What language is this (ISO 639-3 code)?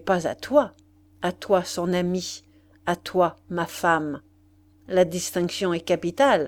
fra